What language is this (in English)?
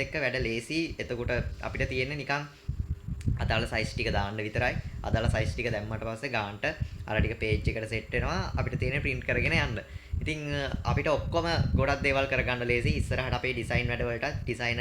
Sinhala